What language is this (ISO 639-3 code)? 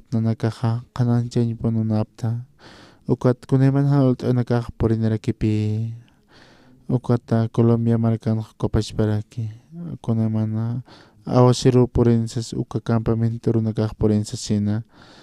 aym